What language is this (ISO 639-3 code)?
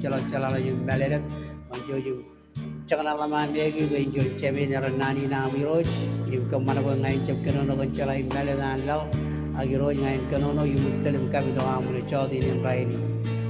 mah